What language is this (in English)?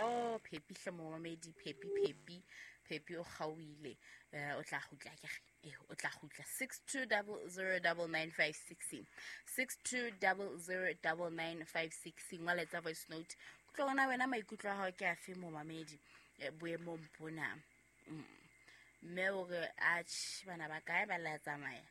Southern Sotho